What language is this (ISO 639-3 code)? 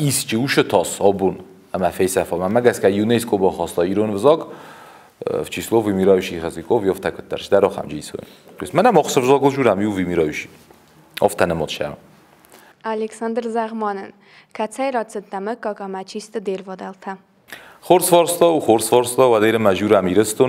oss